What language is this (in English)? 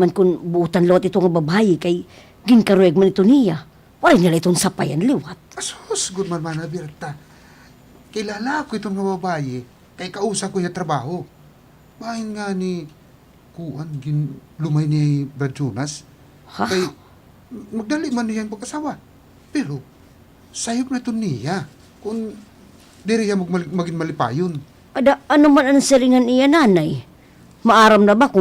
Waray